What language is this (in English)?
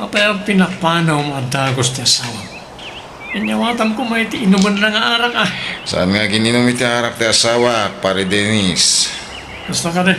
Iloko